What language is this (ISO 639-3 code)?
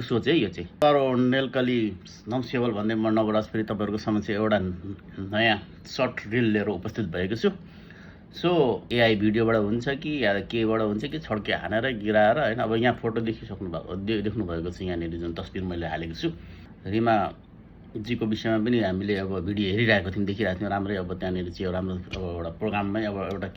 nep